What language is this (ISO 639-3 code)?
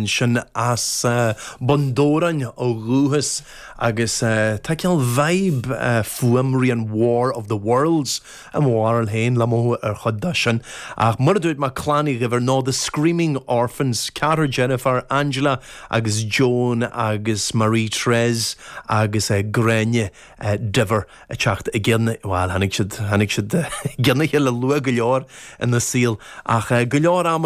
gle